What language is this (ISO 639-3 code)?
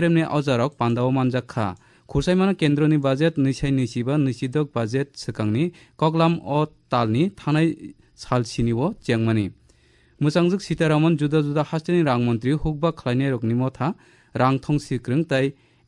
trp